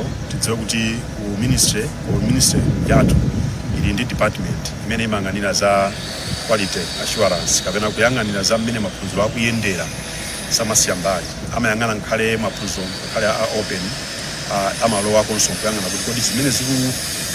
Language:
Nyanja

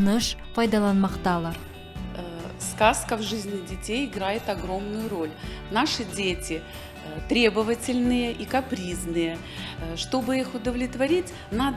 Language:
Crimean Tatar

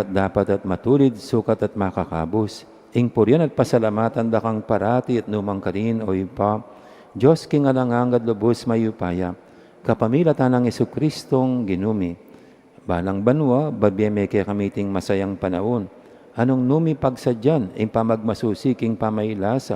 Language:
Pampanga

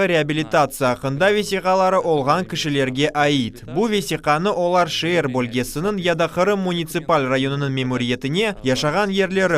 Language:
Crimean Tatar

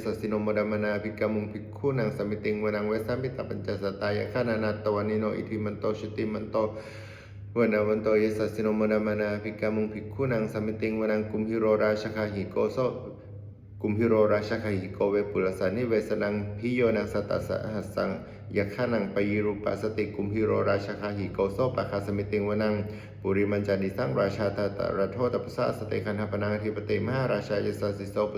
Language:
Pali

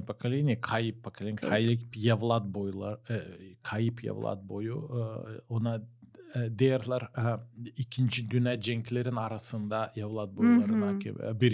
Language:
Gagauz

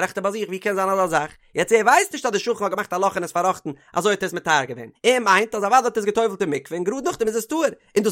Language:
Yiddish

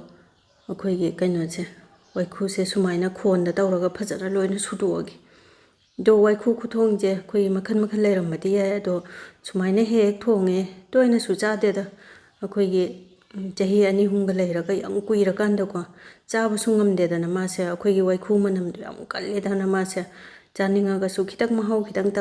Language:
Manipuri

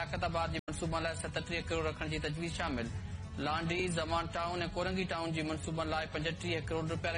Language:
Sindhi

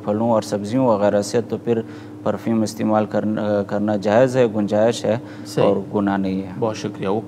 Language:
Urdu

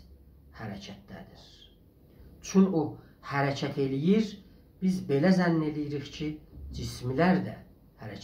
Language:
South Azerbaijani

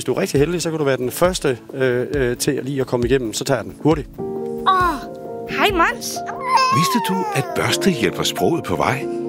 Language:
Danish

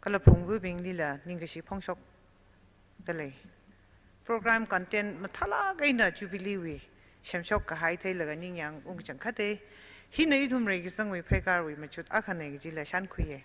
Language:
Tangkhul Naga (India)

